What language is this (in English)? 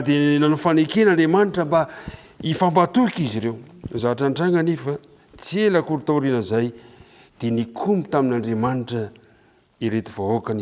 Malagasy